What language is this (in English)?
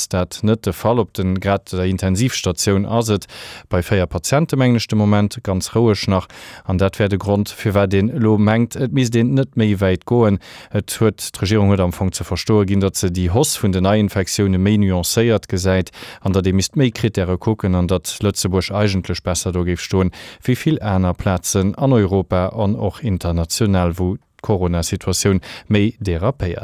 Luxembourgish